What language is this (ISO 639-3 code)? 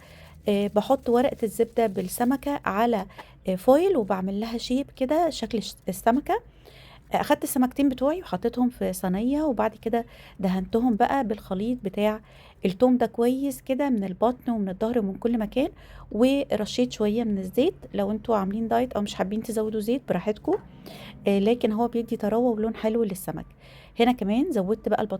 arz